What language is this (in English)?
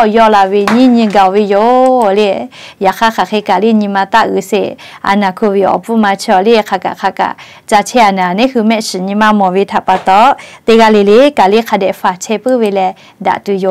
Lahu